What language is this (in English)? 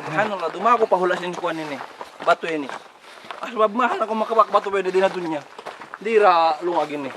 Tausug